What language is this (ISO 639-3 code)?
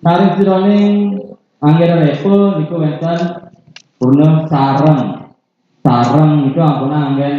ban